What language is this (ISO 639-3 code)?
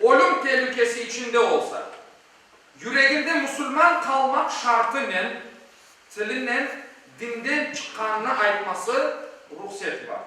crh